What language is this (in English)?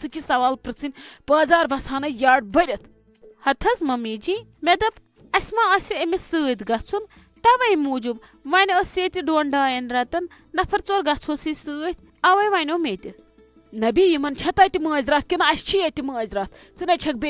Kashmiri